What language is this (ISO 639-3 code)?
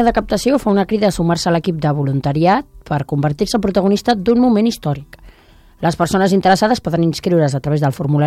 cat